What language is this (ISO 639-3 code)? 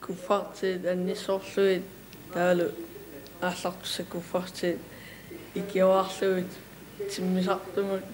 kal